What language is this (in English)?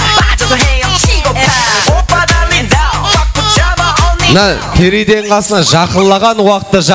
Kara-Kalpak